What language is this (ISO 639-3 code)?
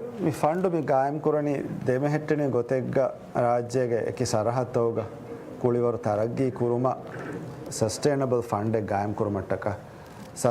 div